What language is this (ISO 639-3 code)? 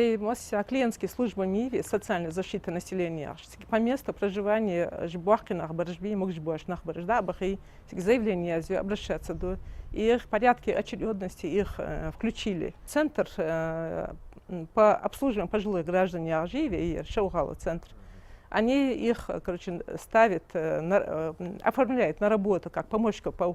inh